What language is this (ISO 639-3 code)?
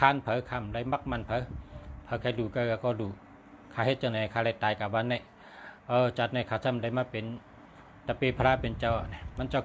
shn